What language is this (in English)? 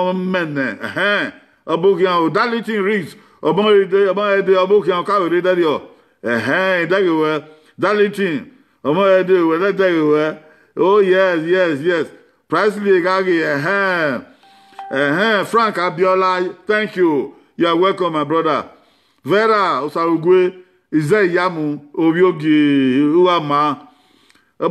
Bini